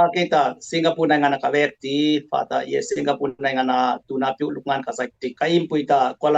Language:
Dimasa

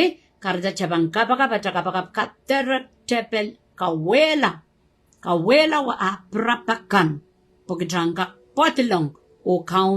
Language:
Pohnpeian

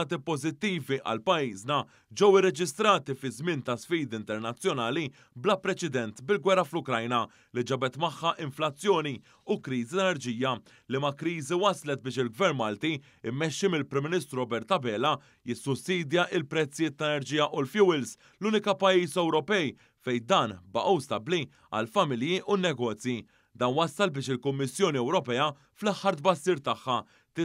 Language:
Maltese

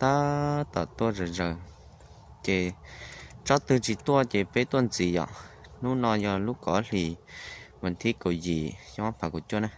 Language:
Hmong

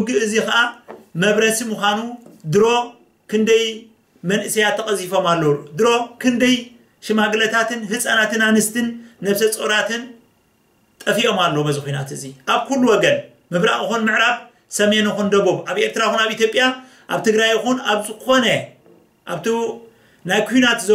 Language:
Tigrinya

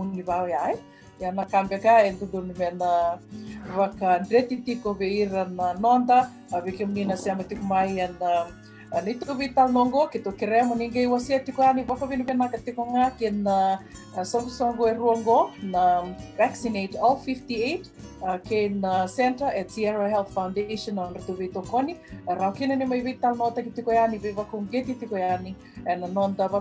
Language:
Fijian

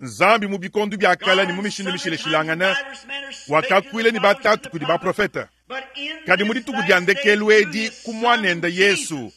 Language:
Luba-Lulua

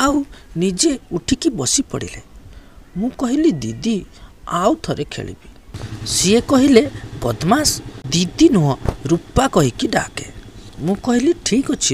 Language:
Odia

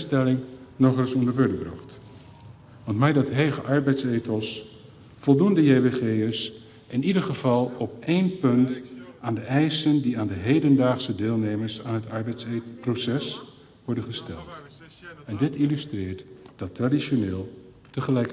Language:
Western Frisian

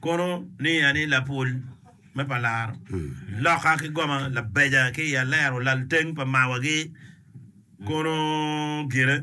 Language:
Acoli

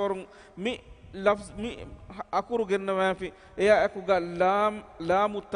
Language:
Divehi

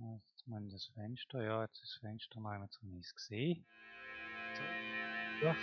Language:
Swiss German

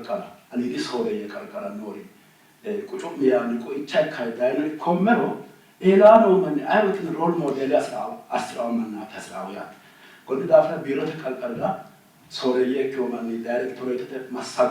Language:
Sidamo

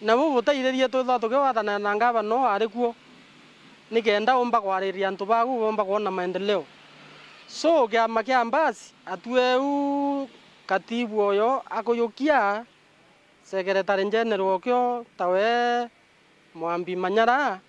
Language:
Meru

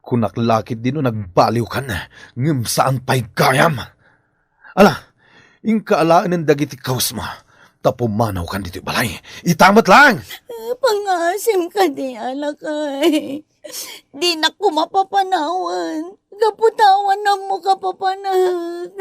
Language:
Iloko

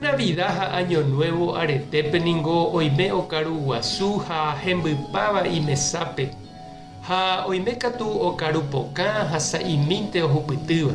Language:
Guarani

